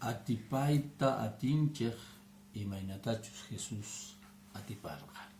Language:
Quechua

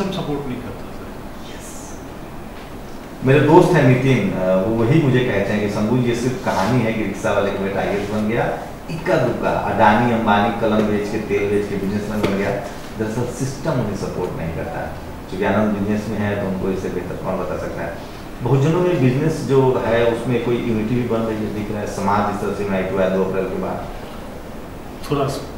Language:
Hindi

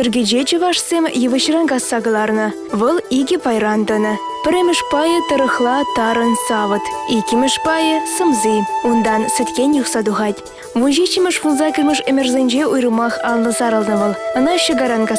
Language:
Chuvash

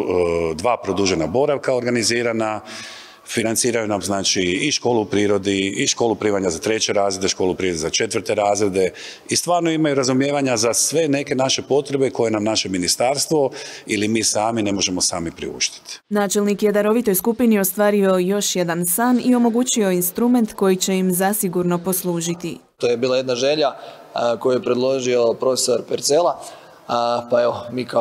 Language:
Croatian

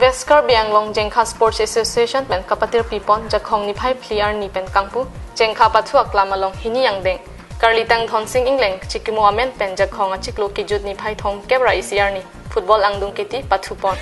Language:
Karbi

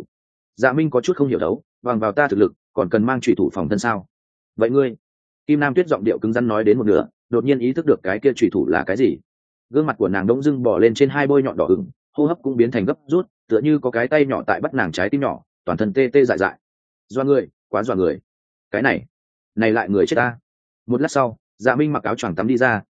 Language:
Vietnamese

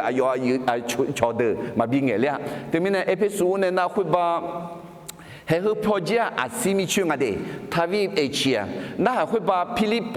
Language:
Akha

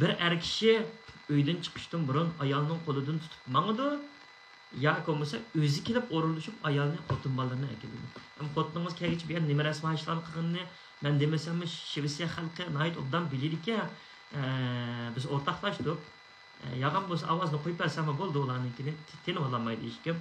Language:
Uyghur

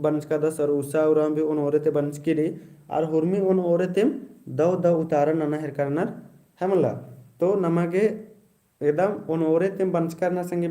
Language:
Kurukh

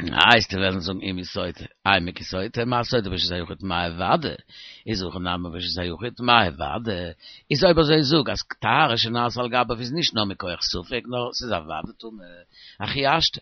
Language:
Yiddish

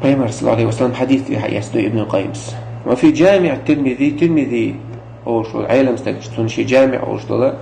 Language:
Chechen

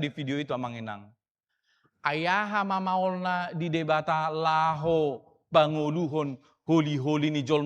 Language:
Batak Toba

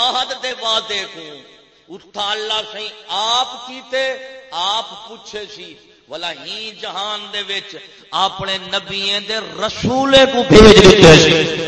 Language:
Saraiki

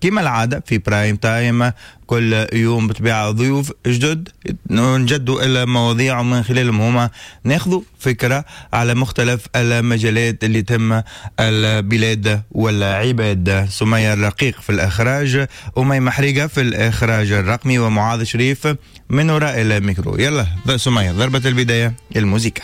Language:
Tunisian Arabic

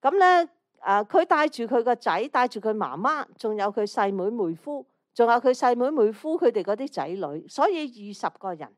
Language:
Cantonese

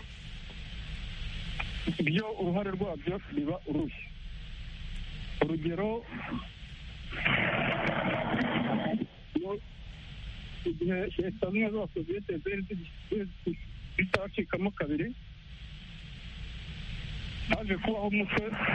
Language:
Kinyarwanda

